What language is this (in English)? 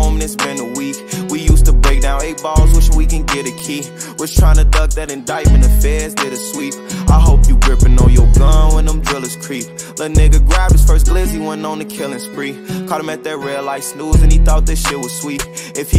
English